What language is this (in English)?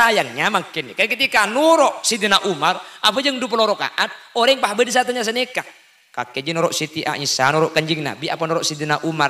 Madurese